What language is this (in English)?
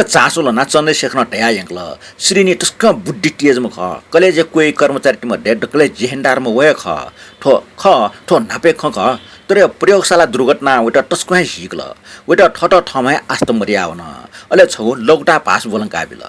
Newari